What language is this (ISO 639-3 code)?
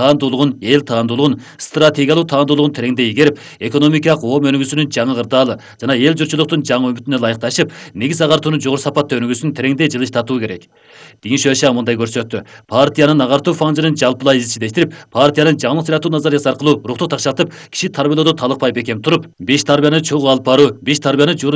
kir